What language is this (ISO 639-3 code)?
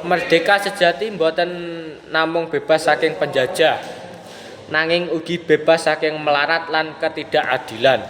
jav